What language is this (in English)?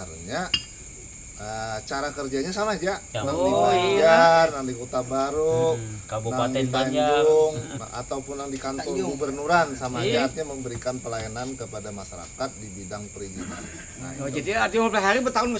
Banjar